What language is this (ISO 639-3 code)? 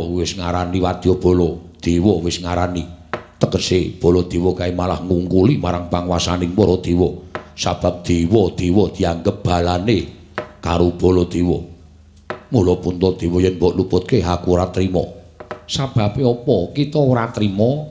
jav